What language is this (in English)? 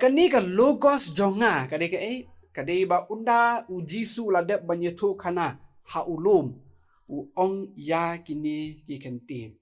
Khasi